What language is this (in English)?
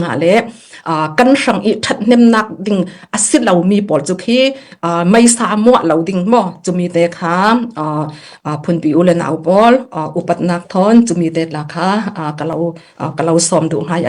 Falam Chin